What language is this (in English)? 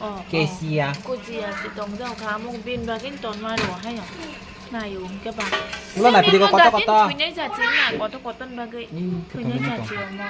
Kok Borok